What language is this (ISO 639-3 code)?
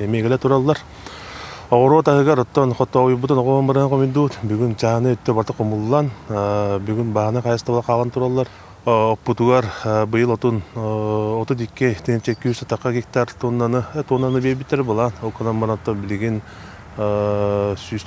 sah